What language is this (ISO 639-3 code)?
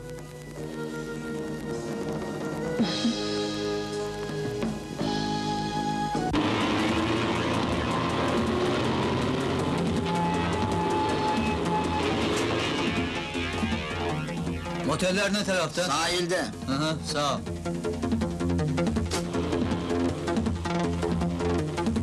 tur